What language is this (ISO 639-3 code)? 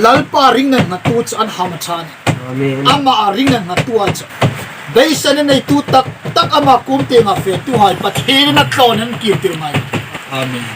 hmr